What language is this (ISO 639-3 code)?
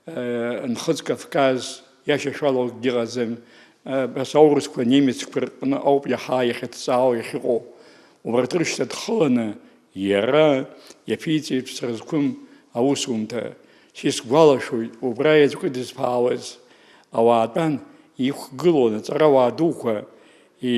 abk